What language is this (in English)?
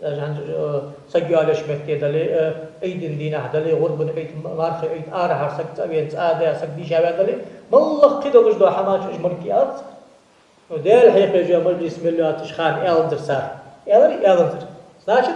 Ingush